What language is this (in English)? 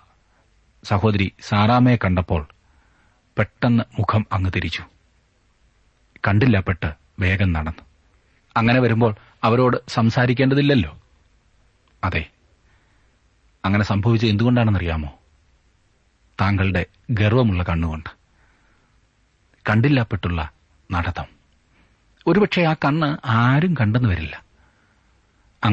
Malayalam